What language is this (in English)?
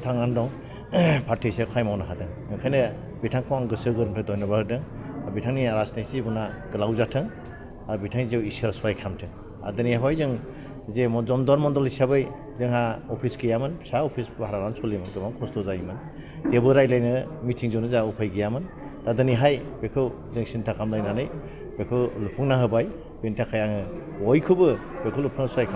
Bodo